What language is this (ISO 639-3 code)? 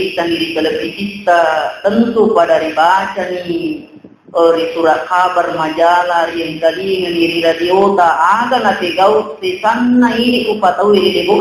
bug